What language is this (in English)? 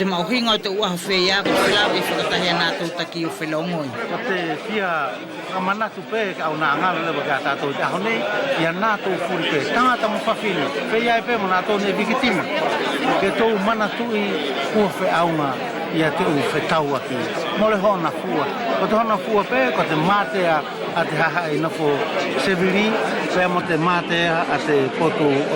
Wallisian